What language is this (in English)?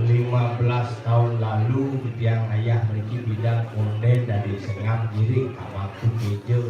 Balinese